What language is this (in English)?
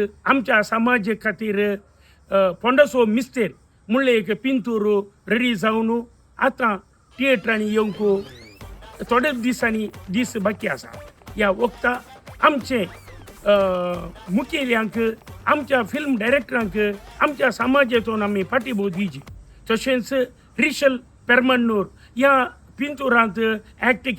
Konkani